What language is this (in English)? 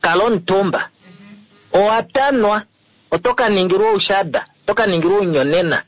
Kuanyama